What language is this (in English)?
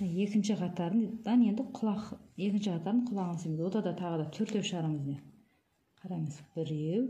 Kazakh